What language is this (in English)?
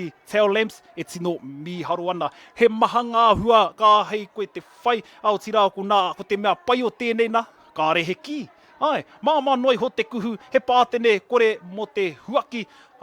Māori